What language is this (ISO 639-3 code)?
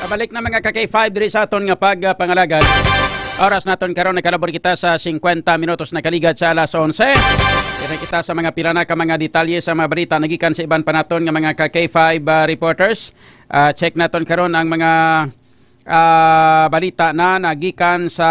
hil